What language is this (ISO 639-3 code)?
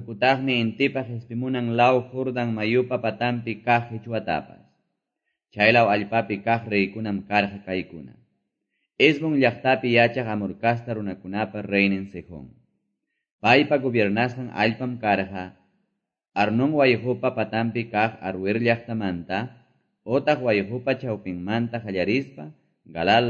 que